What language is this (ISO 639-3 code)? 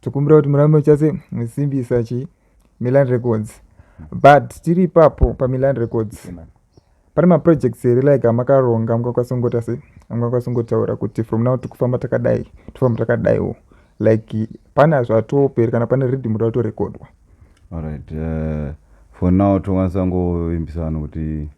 sna